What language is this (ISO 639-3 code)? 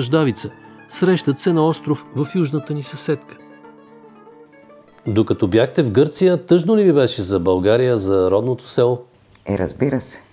bul